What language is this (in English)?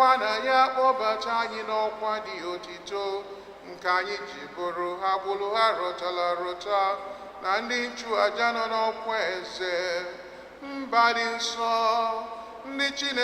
Igbo